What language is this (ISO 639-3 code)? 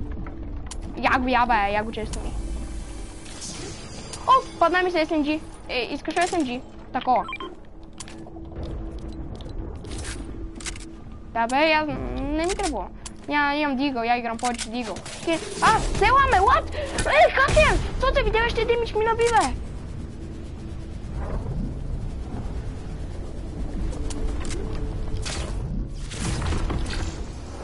bul